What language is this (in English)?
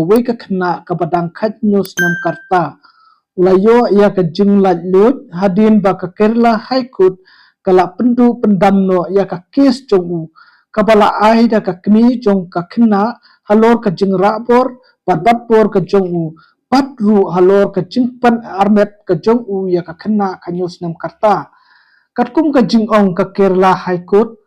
Khasi